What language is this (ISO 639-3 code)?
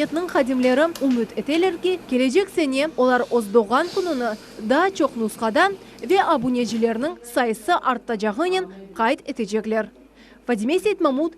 crh